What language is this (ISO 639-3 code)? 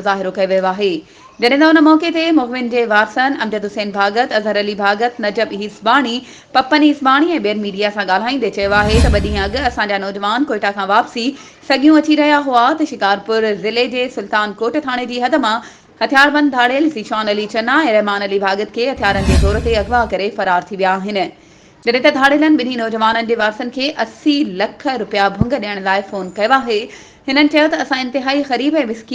snd